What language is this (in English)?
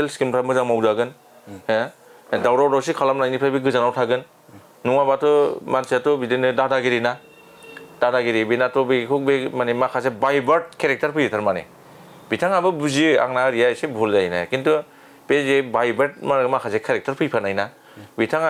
Bodo